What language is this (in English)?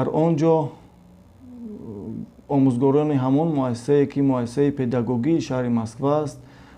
Tajik